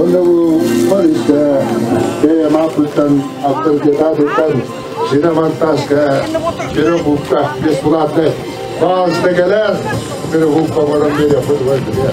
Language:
Yakut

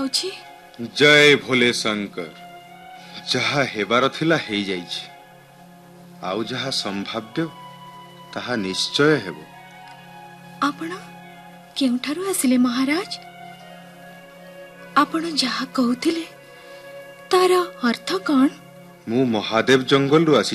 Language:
Odia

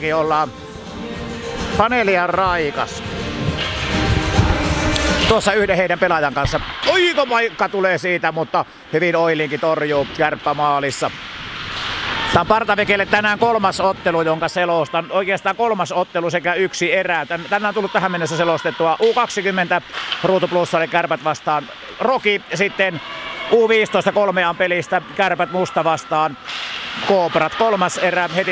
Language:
Finnish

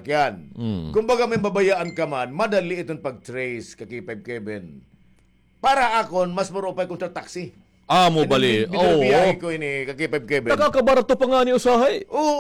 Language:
Waray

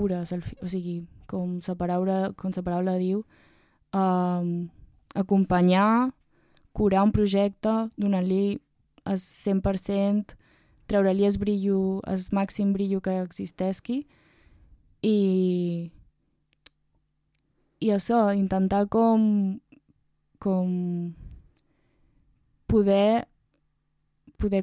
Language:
Catalan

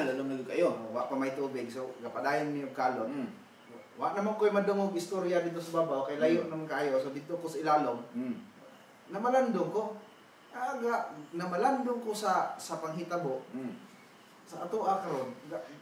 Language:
Cebuano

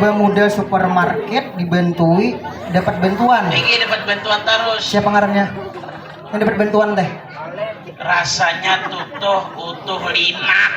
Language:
Banjar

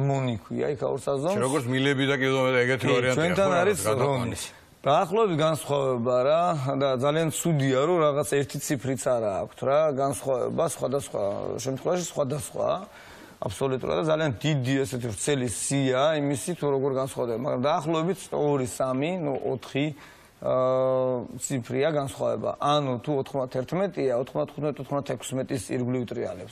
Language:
Georgian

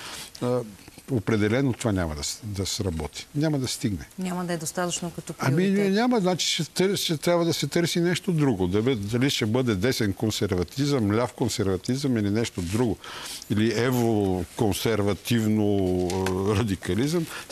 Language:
Bulgarian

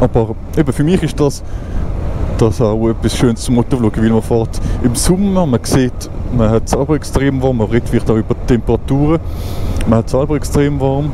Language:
Swiss German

